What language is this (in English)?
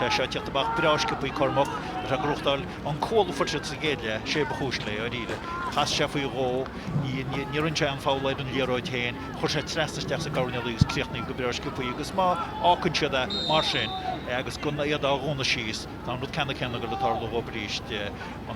Irish